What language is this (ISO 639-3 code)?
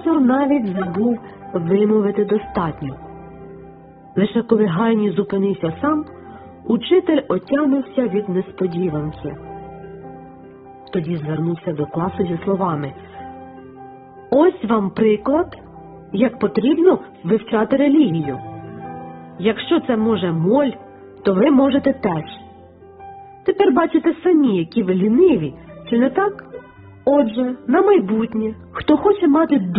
ukr